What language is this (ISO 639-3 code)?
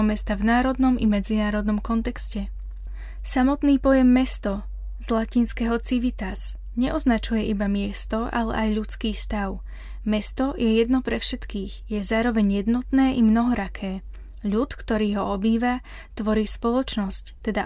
slk